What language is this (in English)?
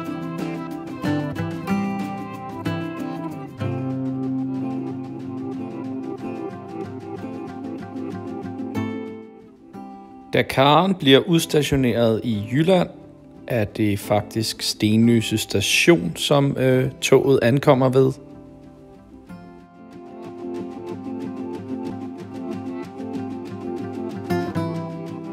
Danish